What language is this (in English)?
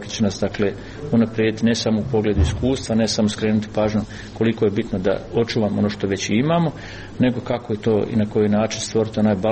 Croatian